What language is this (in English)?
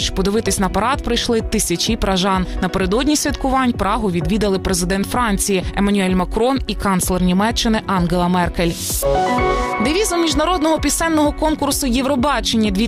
Ukrainian